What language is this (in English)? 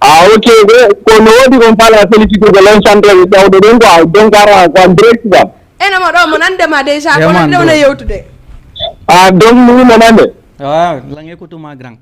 Fula